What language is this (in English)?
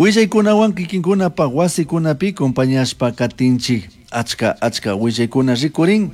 Chimborazo Highland Quichua